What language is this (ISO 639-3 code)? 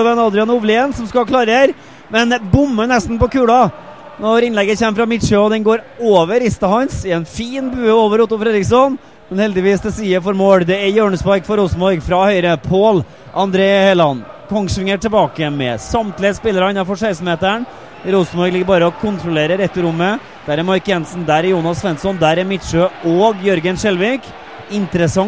nor